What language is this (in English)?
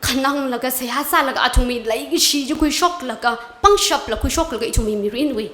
Tangkhul Naga (India)